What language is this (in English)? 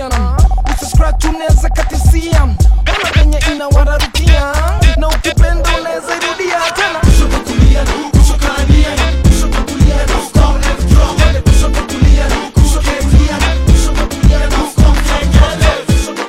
Swahili